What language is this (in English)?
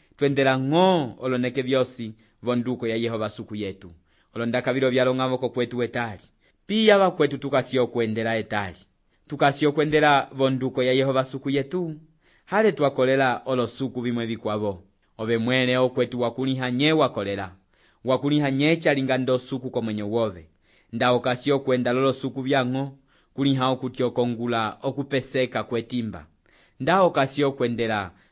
Umbundu